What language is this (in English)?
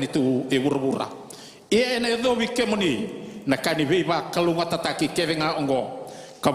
Fijian